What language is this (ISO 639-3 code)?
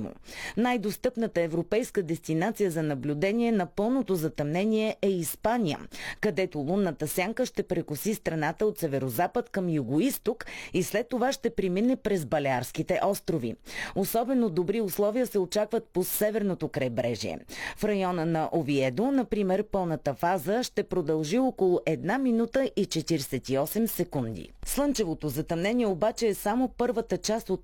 bul